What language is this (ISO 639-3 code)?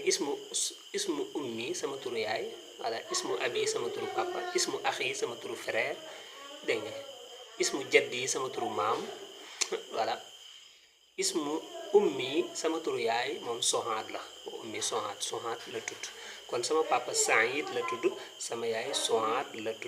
wol